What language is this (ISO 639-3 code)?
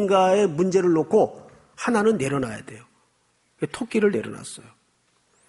kor